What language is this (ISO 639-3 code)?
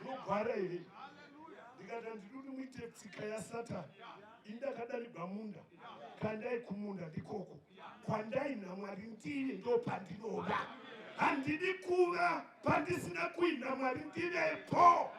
sna